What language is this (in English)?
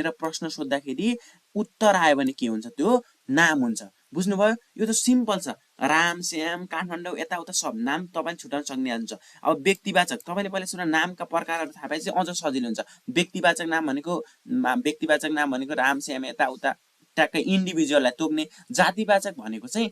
Nepali